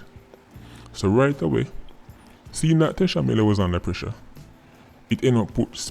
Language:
Jamaican Creole English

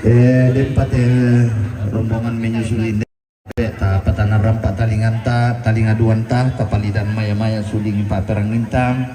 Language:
Toraja-Sa'dan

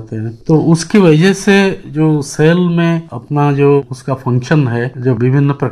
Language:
Hindi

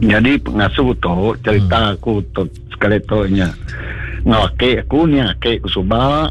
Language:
Iban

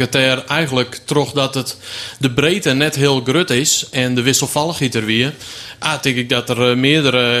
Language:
Western Frisian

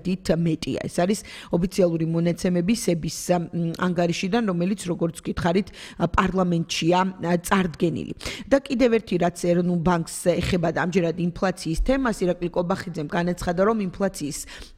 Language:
Georgian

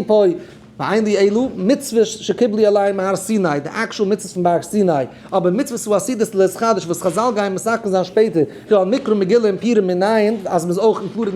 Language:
Yiddish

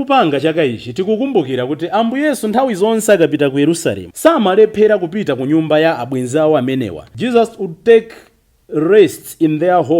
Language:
Nyanja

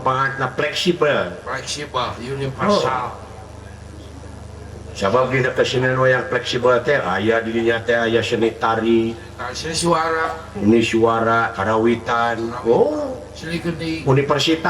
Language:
Sundanese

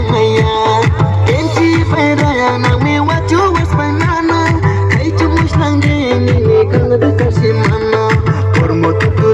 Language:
Kok Borok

